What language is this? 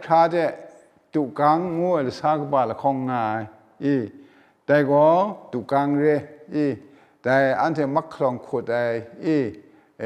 Kachin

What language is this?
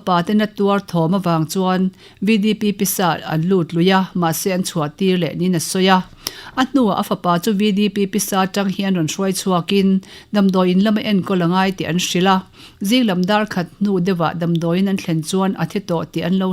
Mizo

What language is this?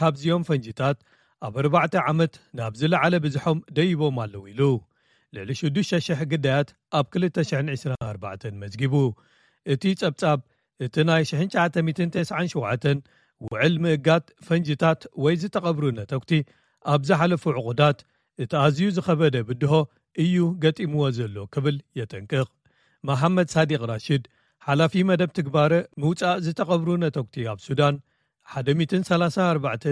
Tigrinya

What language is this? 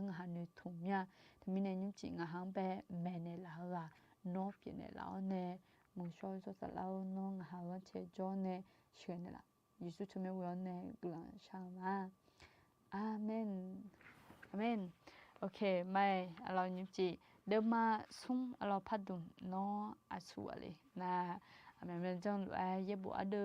Akha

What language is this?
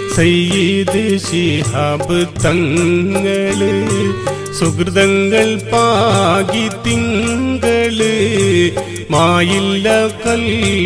Malayalam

